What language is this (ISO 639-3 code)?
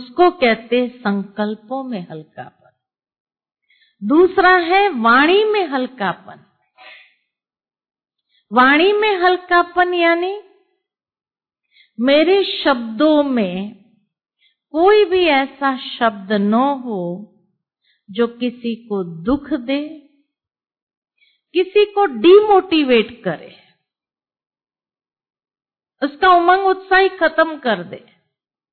hin